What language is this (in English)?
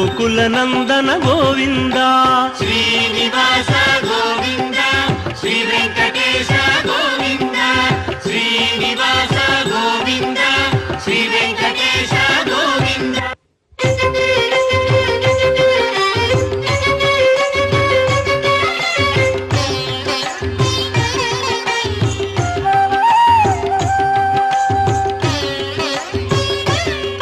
Telugu